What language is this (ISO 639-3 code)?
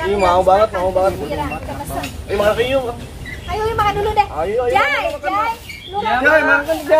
bew